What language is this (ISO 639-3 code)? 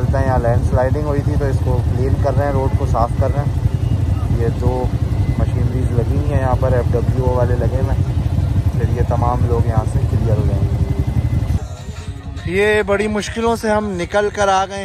hin